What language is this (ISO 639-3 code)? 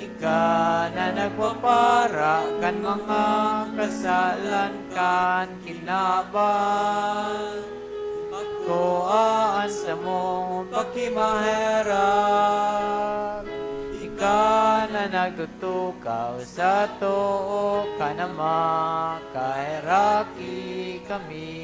bik